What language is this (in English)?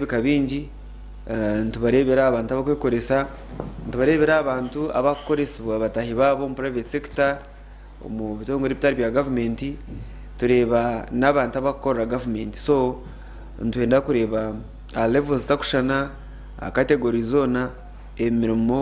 Nyankole